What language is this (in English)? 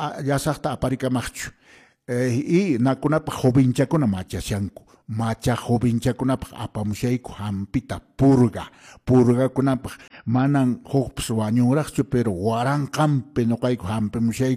Quechua